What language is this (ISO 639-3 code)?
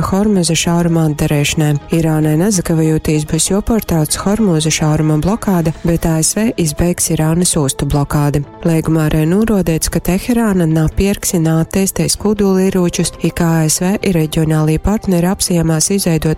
ltg